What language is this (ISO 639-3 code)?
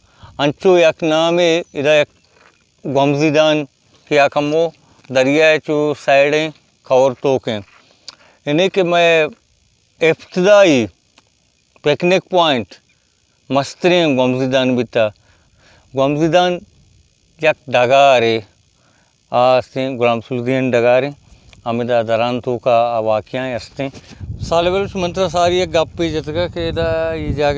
bal